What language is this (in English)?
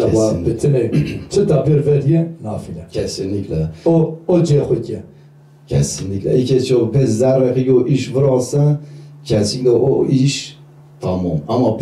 Zaza